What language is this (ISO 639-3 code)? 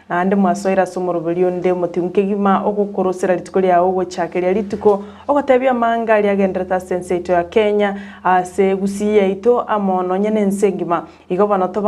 guz